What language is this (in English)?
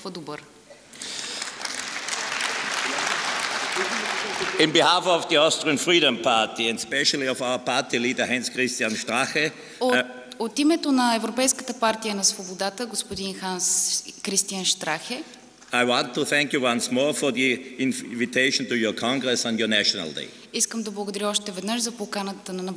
Bulgarian